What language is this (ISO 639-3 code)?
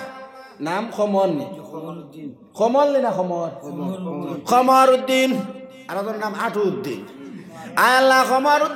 syl